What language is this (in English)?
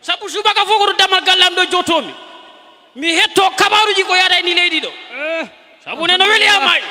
Fula